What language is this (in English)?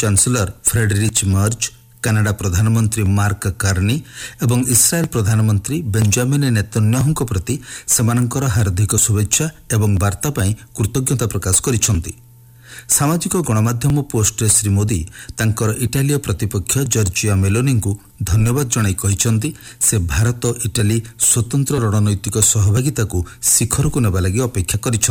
Odia